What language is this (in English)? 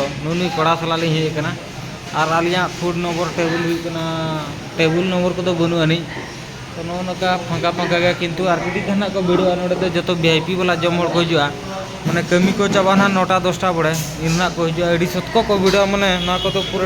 Santali